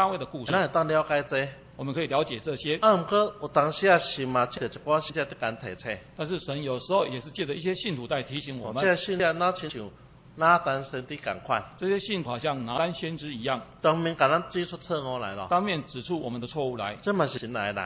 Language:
Min Nan Chinese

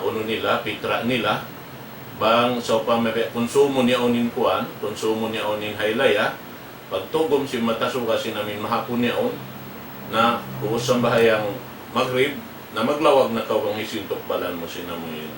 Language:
Tausug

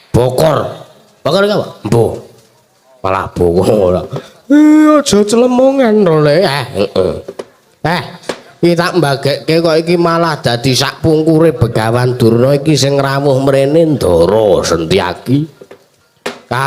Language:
Javanese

